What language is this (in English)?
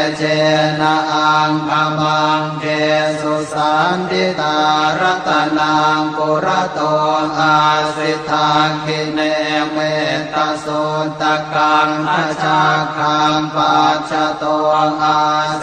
Pali